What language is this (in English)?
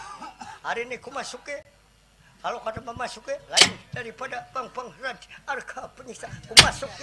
Banjar